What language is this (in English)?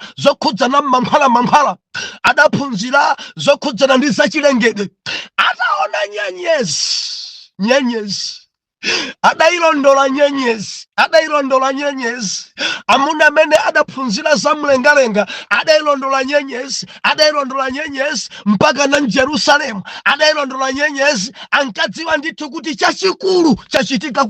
Nyanja